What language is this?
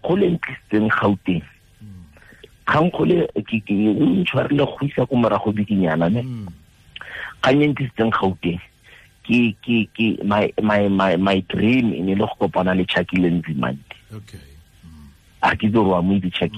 Tswana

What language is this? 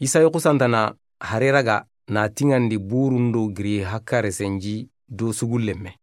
Soninke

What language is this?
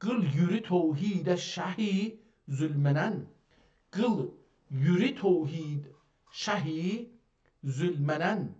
South Azerbaijani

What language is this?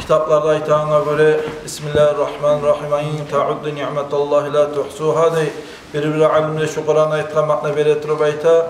Kumyk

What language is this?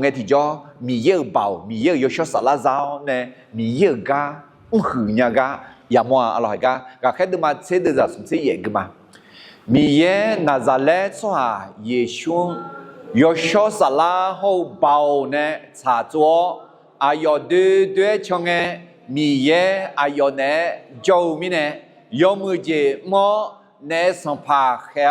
Akha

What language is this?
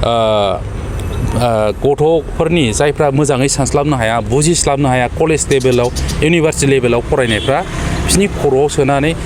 Bodo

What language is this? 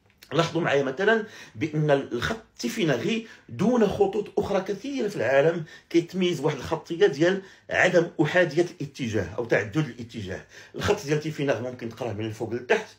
Moroccan Arabic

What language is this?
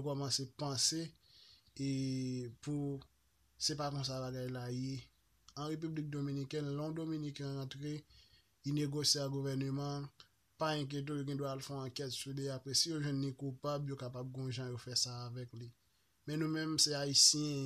Haitian Creole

